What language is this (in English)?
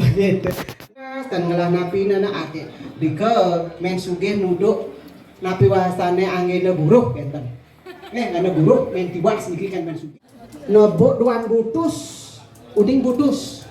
Balinese